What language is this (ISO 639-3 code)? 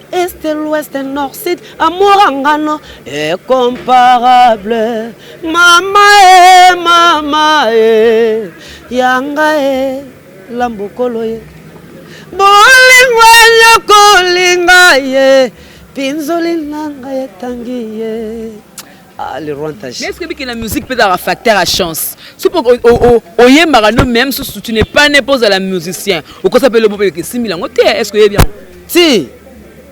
lin